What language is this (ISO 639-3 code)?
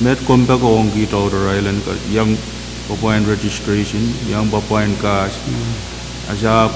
pon